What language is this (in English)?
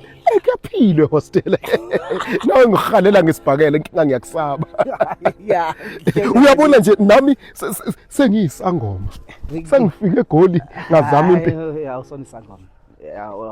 Zulu